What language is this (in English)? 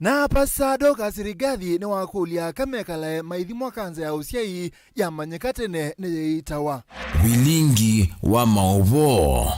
Kamba